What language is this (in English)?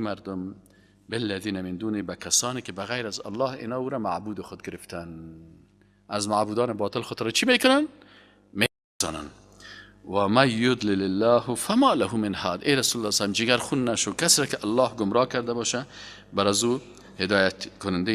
Persian